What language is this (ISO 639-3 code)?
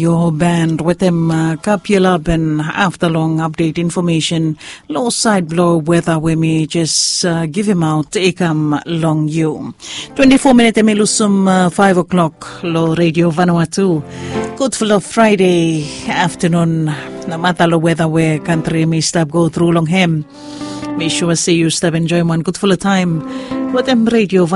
bis